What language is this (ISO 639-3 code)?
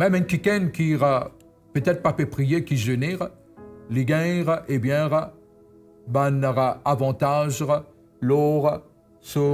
mfe